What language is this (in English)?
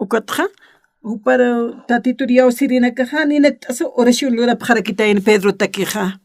Aymara